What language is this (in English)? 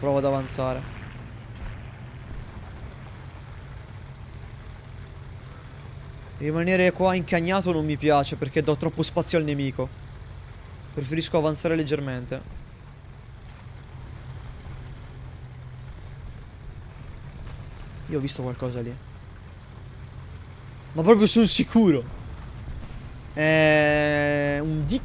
Italian